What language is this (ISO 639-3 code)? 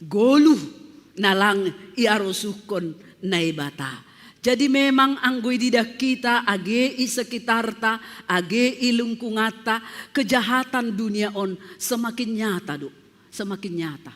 bts